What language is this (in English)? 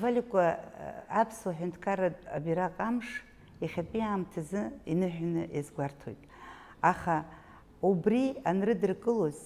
Abkhazian